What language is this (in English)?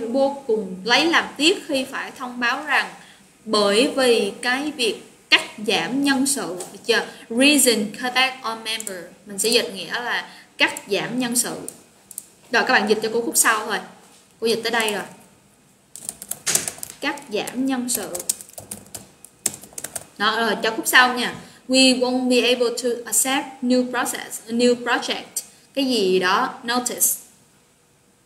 Vietnamese